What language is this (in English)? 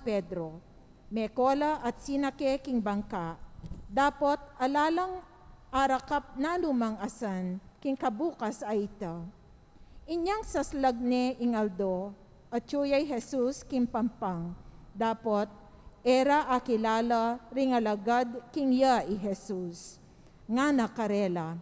Pampanga